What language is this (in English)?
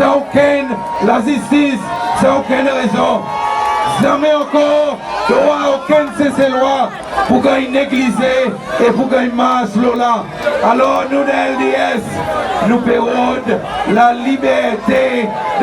Seselwa Creole French